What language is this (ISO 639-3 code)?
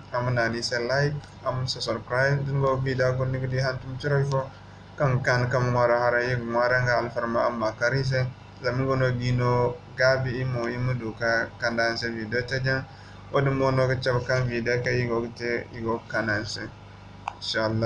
dje